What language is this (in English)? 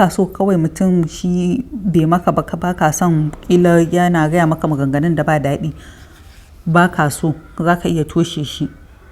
Hausa